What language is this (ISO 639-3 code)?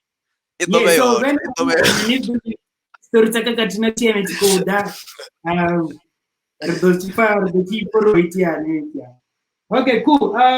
ven